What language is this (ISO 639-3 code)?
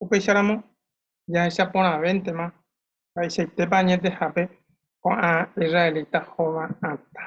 grn